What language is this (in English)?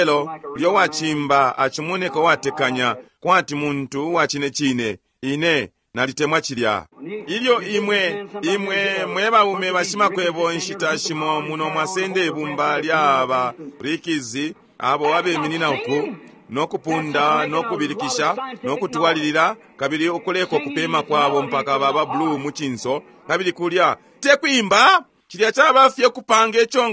Bemba